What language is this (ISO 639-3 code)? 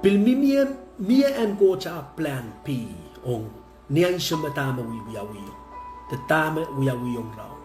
pon